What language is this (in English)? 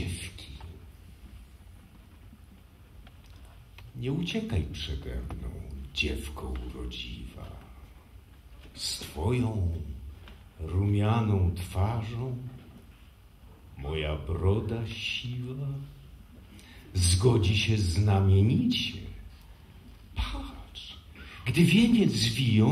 Polish